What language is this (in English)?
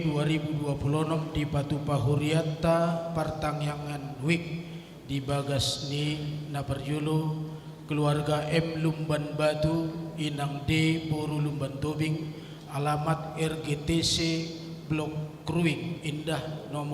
Batak Toba